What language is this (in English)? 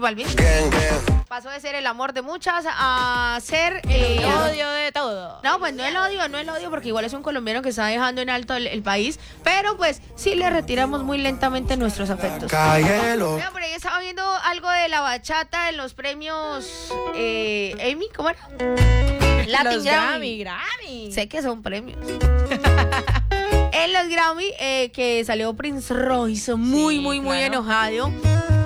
Spanish